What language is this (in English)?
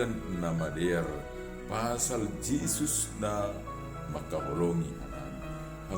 Batak Simalungun